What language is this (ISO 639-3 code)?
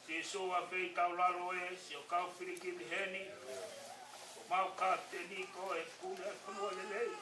ton